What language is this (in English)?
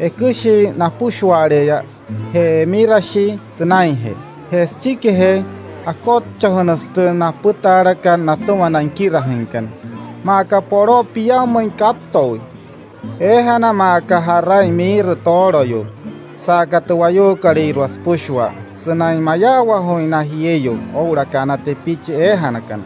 Wayuu